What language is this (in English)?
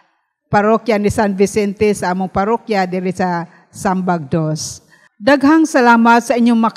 Cebuano